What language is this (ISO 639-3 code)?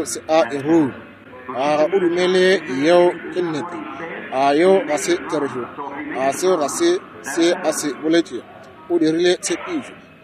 nso